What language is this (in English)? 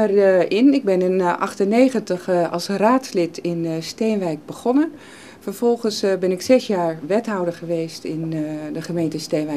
Dutch